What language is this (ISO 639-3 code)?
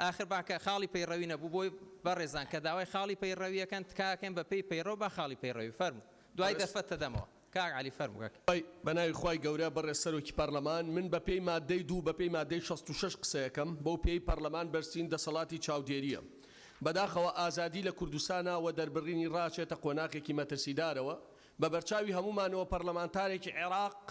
ckb